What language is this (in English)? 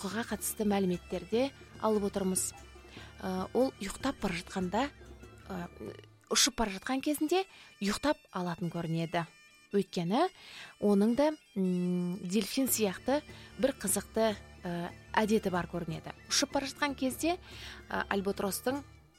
Kazakh